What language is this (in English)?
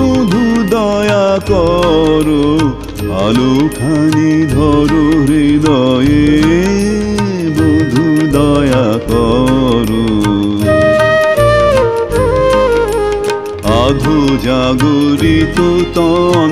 Bangla